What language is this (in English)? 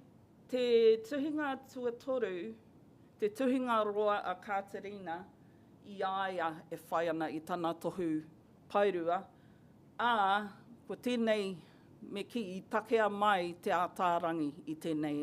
Māori